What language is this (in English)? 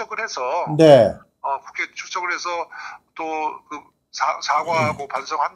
Korean